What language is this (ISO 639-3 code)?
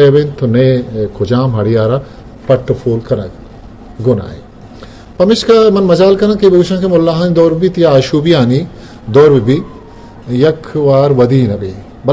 bgp